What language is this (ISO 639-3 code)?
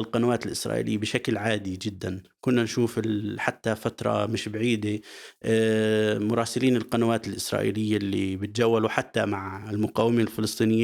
apc